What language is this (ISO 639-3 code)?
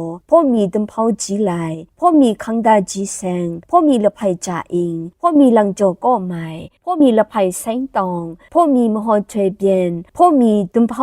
kac